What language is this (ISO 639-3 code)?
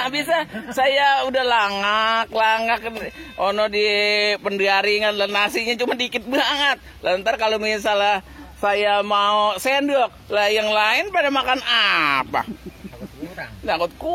bew